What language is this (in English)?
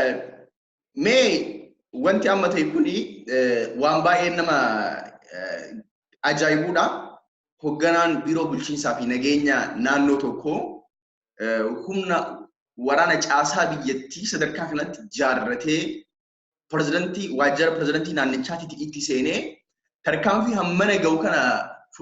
Oromo